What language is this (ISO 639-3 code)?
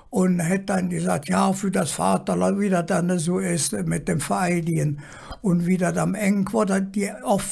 ksh